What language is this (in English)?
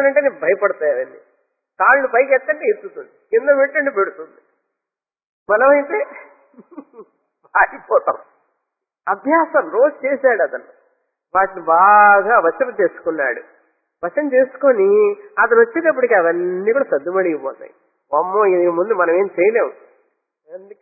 Telugu